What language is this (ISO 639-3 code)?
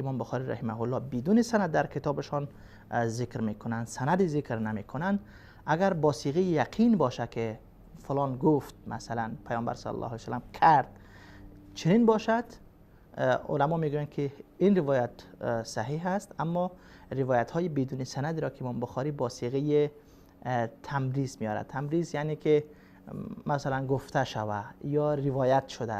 fas